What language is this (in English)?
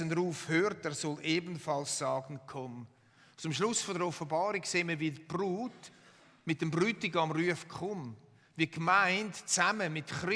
Swiss German